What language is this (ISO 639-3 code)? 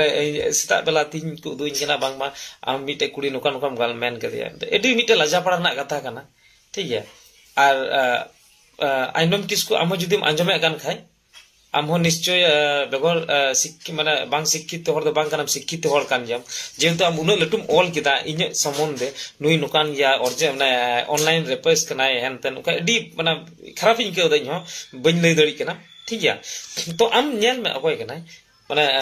sat